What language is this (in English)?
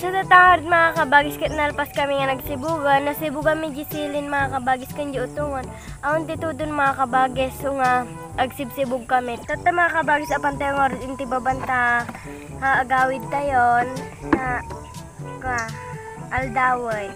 Iloko